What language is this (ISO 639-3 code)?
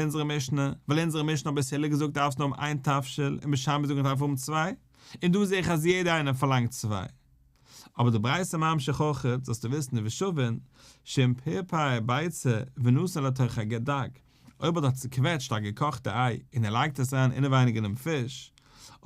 yid